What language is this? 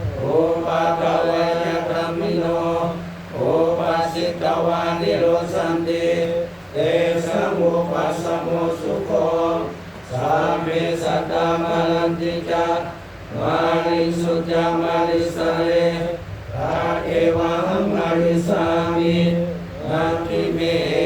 Pali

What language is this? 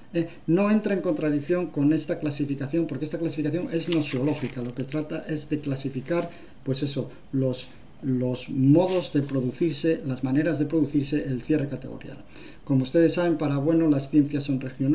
Spanish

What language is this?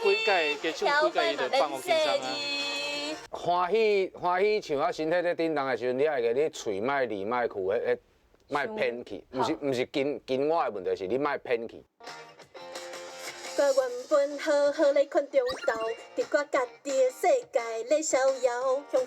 Min Nan Chinese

